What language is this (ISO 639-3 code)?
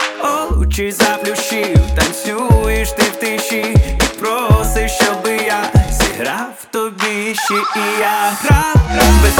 ukr